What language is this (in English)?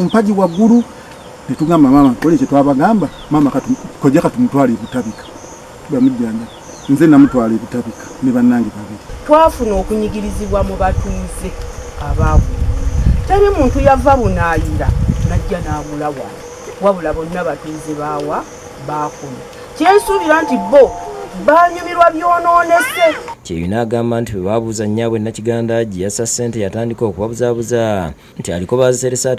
Ganda